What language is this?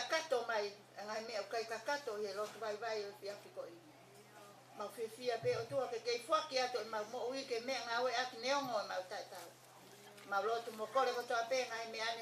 Tongan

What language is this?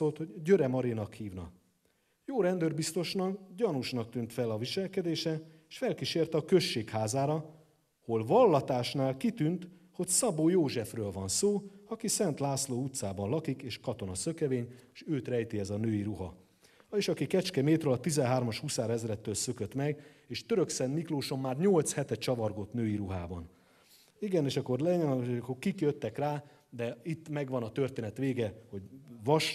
Hungarian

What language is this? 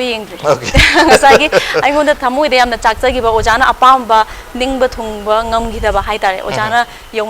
Manipuri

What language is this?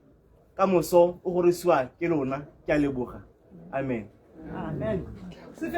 Tswana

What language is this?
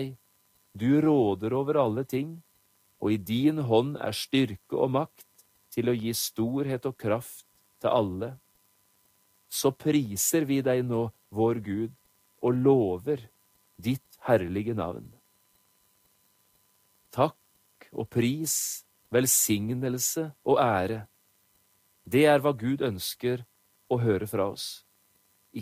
Norwegian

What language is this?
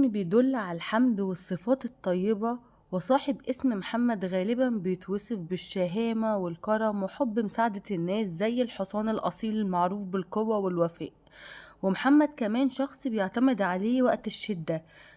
Egyptian Arabic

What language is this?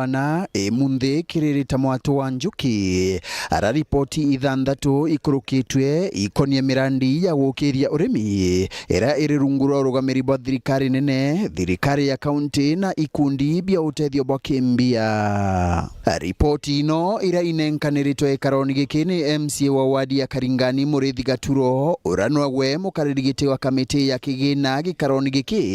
Meru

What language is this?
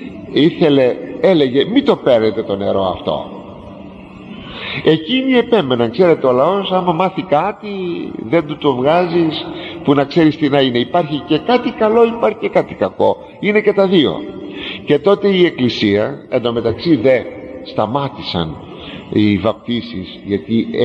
Greek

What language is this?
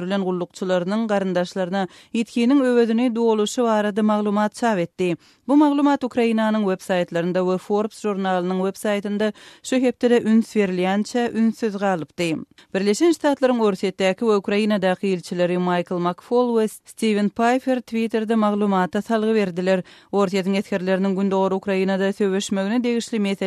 Turkmen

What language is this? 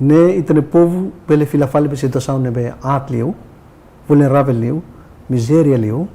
Tetum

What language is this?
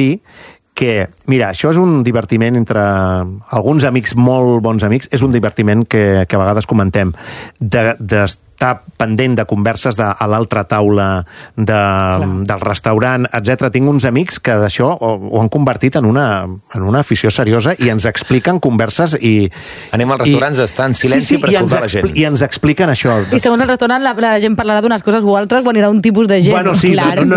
Catalan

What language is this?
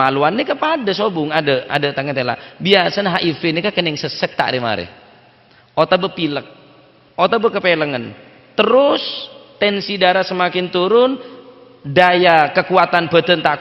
Madurese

